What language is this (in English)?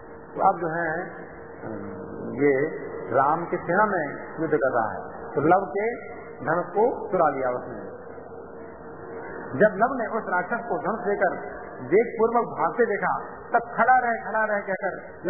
Hindi